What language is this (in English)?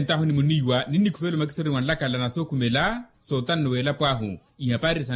Makhuwa